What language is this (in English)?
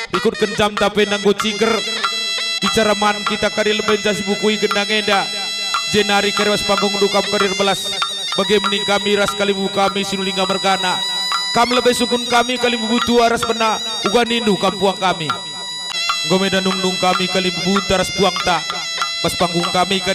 Batak Karo